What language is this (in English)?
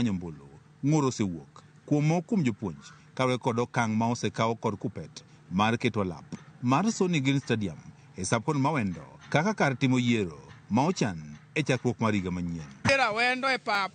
Luo (Kenya and Tanzania)